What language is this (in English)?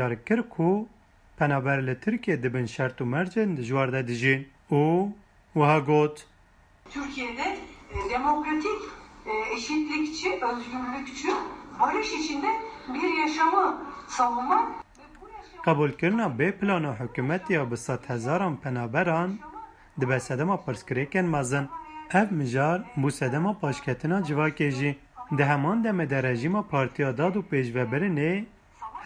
Kurdish